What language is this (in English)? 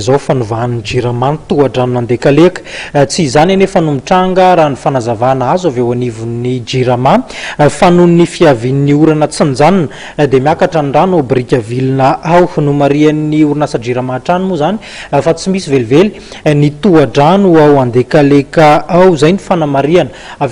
Malagasy